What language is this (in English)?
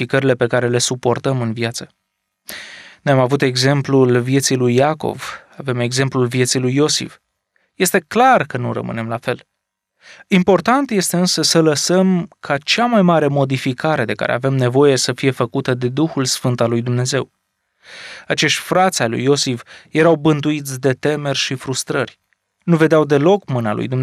Romanian